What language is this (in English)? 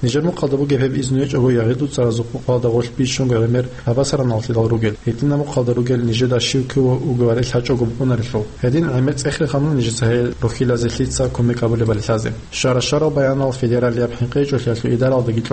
Avaric